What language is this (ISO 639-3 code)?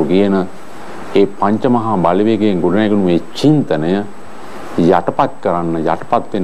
sin